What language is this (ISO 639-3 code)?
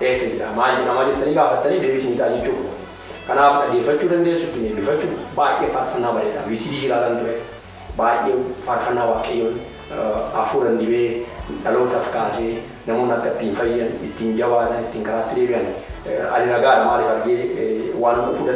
orm